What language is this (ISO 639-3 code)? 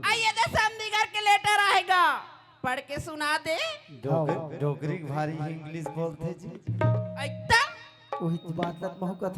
hne